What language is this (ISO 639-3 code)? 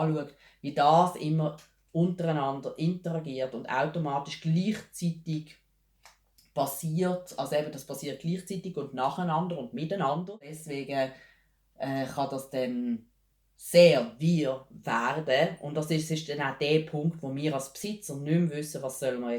gsw